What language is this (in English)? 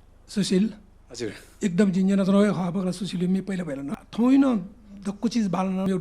Newari